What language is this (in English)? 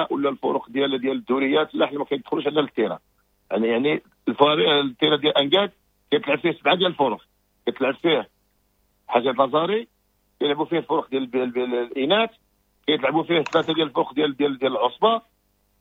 Moroccan Arabic